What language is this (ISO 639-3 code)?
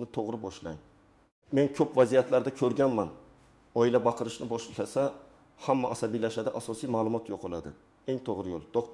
uzb